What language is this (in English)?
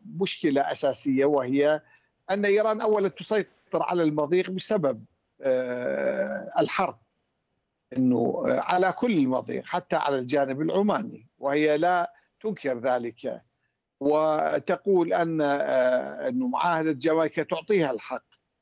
Arabic